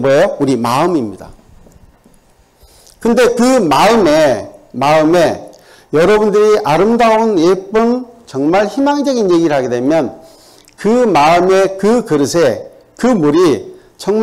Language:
Korean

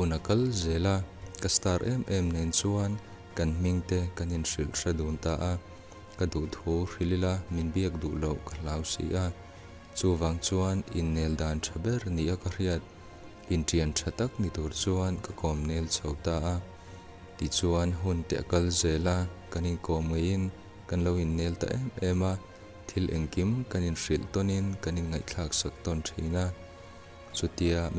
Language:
Mizo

